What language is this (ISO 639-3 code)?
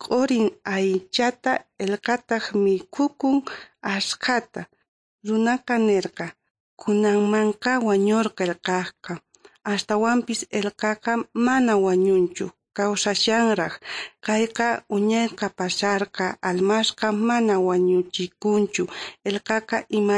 quh